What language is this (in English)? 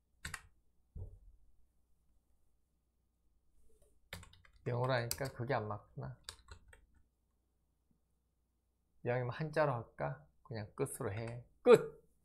Korean